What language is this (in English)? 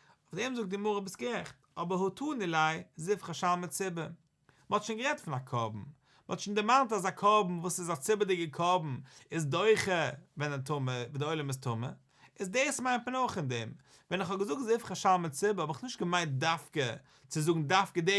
Yiddish